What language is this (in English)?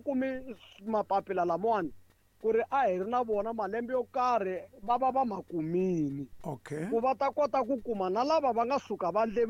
Tsonga